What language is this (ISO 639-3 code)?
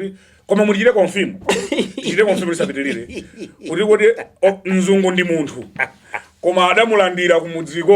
nya